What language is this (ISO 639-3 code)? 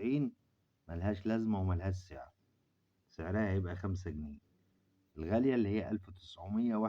arz